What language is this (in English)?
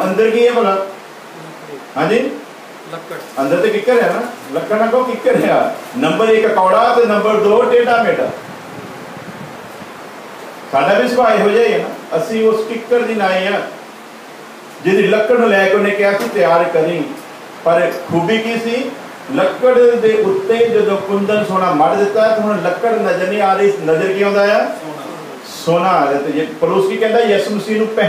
Punjabi